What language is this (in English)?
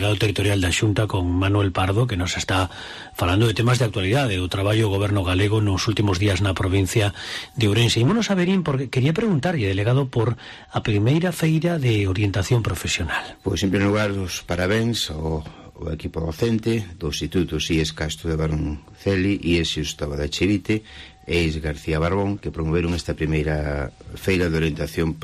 Galician